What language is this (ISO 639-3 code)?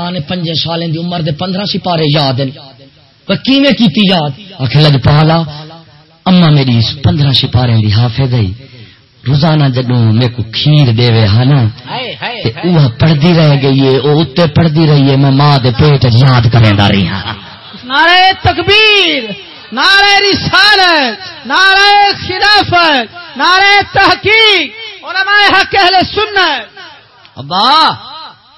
skr